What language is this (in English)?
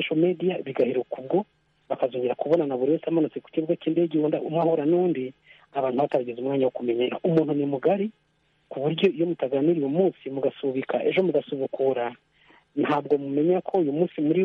Kinyarwanda